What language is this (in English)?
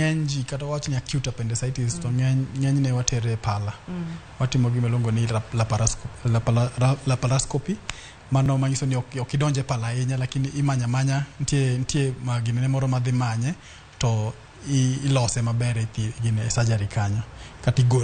Luo (Kenya and Tanzania)